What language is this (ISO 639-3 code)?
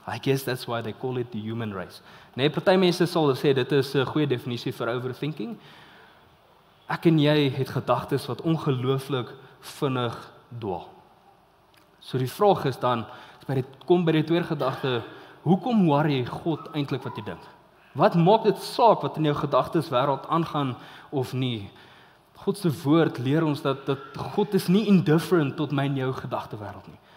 afr